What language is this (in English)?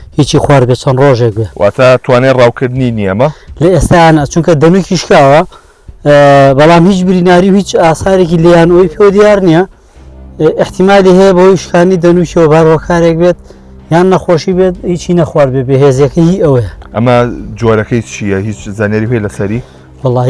Central Kurdish